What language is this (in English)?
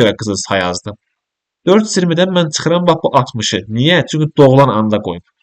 Azerbaijani